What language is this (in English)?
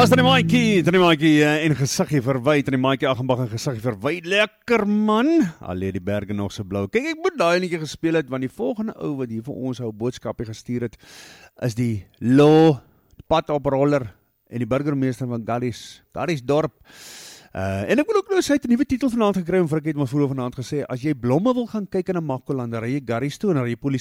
Afrikaans